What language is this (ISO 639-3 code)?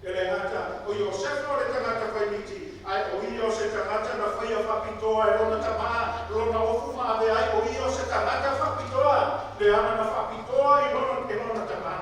smo